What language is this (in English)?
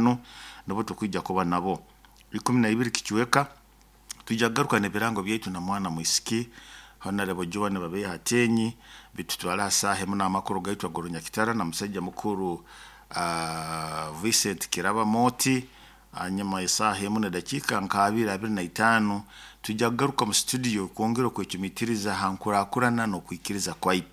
Nyoro